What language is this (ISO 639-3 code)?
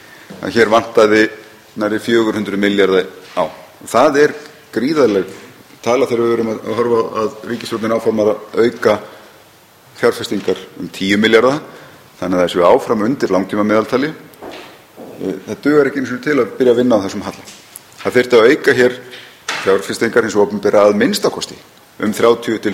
isl